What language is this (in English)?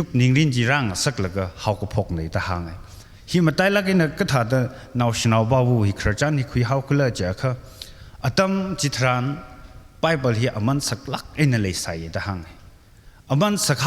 Tangkhul Naga (India)